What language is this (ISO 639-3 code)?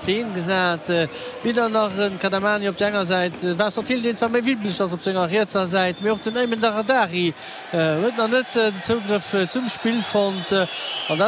ltz